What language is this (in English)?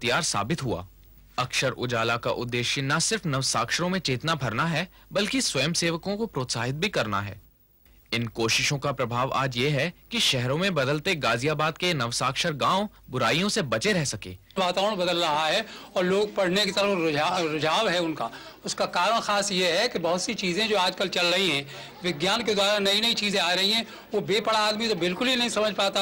Hindi